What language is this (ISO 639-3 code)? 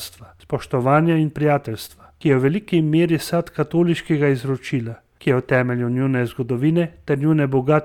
slv